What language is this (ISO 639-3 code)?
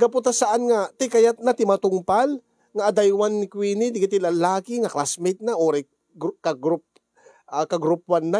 ilo